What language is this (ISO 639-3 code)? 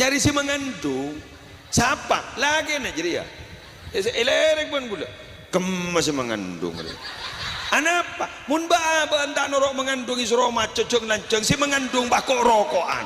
mad